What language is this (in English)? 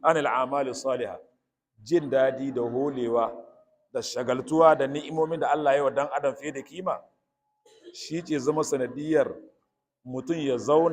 Hausa